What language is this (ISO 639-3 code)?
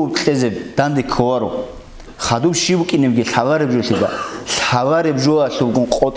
ava